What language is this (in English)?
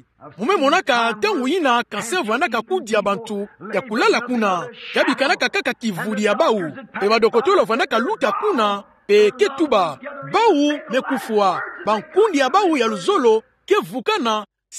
Kituba (Democratic Republic of Congo)